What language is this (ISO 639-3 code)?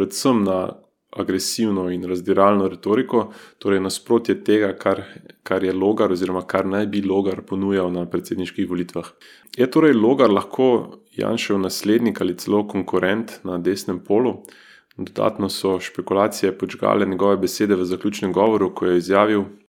slv